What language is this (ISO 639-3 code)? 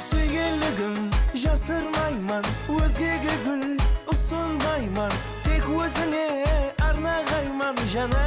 kaa